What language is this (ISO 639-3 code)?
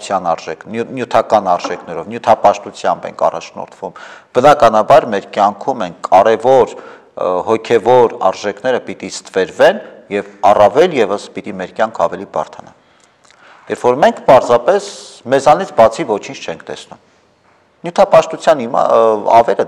hye